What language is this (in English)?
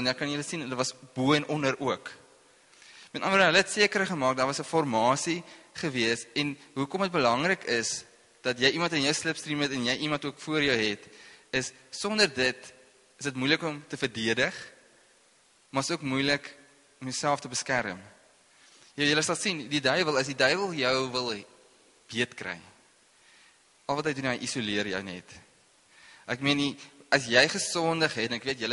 Afrikaans